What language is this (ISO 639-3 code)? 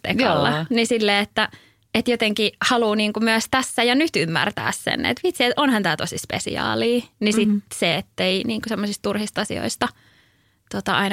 fin